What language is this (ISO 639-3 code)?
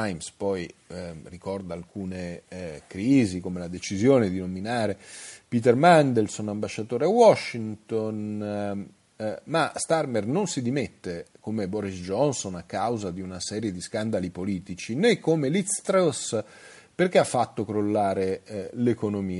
ita